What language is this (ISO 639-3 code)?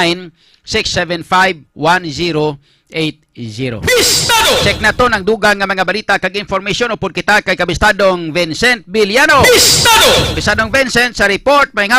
hil